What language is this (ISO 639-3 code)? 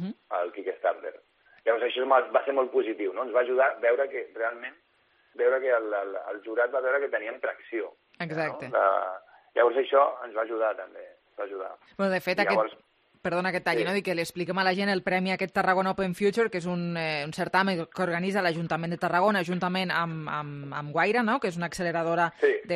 cat